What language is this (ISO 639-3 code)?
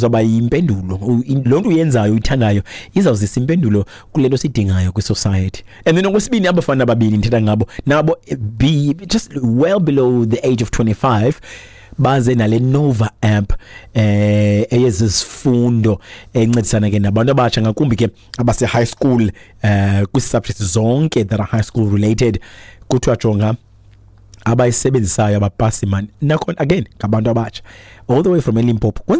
xho